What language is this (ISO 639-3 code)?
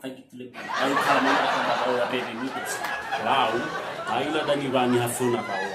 nia